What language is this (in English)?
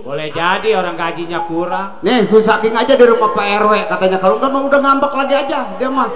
Betawi